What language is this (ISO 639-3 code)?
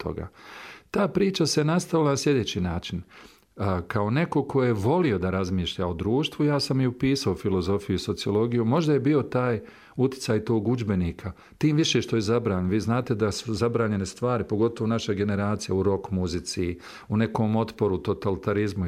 bos